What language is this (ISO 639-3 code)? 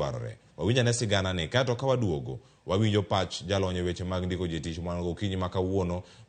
luo